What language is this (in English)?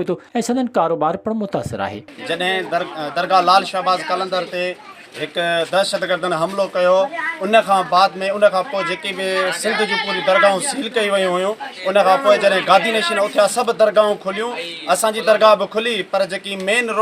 Sindhi